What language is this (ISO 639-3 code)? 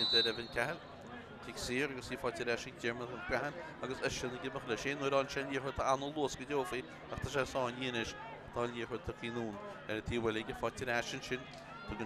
gle